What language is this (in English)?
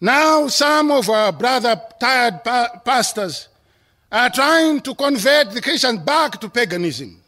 English